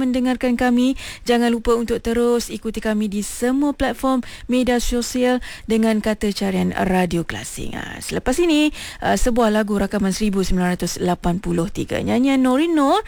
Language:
Malay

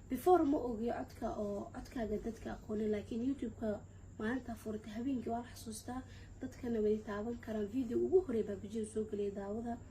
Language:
Somali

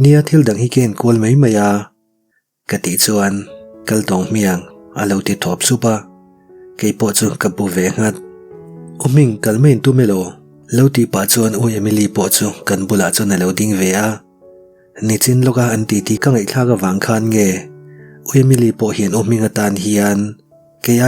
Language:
Mizo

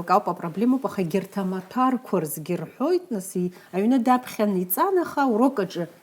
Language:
Abkhazian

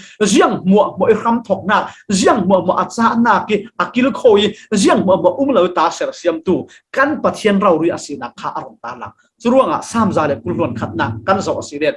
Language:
Falam Chin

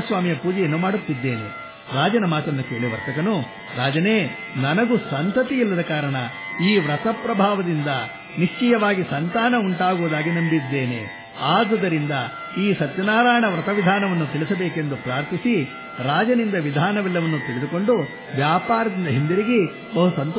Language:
Kannada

